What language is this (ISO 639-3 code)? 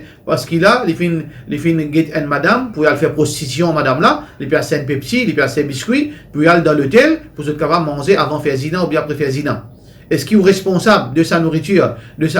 mfe